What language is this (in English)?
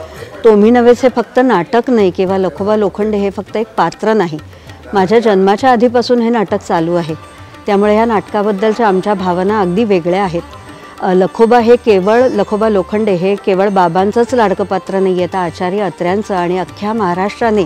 Marathi